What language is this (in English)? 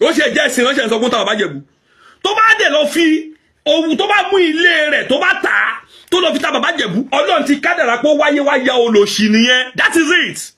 Yoruba